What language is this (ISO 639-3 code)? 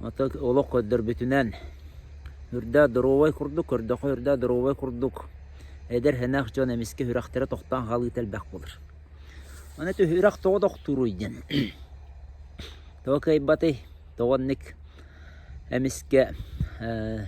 sah